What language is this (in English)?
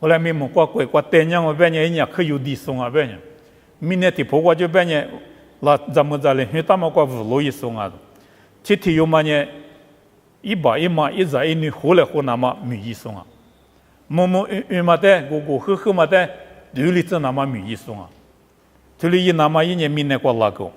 Lisu